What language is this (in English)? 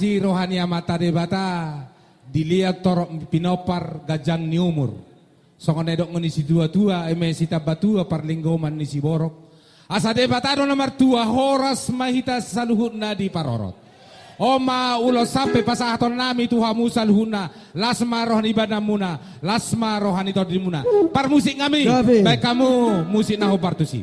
Batak Toba